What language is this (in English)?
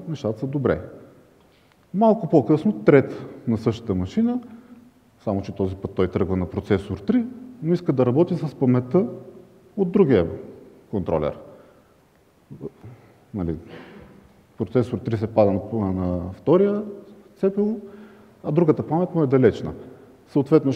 Bulgarian